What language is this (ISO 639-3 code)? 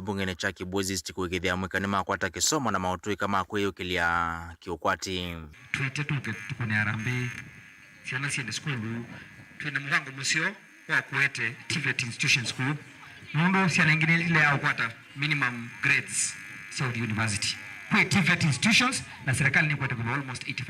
kam